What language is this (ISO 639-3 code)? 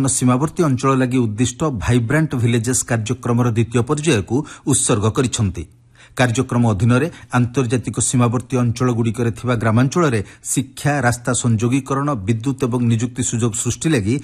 ori